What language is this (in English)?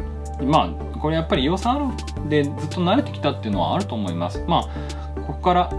Japanese